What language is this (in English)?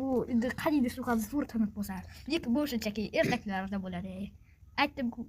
Uzbek